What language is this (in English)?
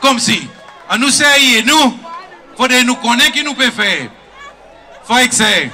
Seselwa Creole French